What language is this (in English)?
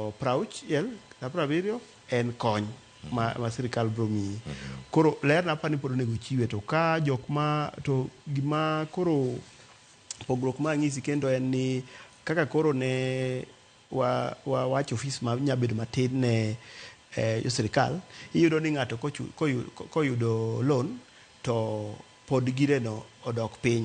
Luo (Kenya and Tanzania)